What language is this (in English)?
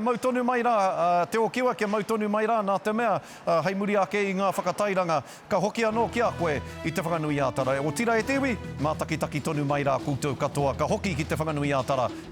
Māori